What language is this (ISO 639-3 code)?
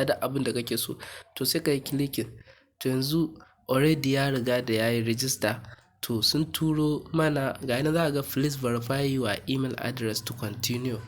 hau